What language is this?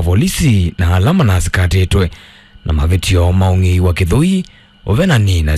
Kamba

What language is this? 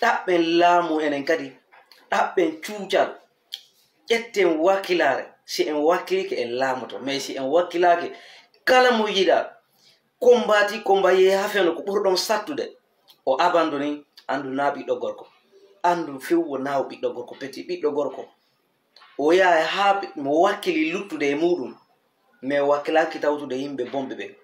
Fula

